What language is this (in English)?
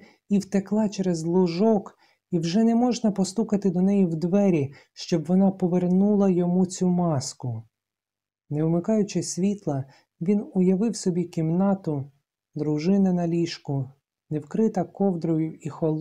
Ukrainian